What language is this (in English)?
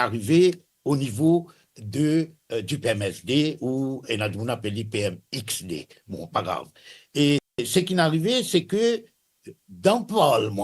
Morisyen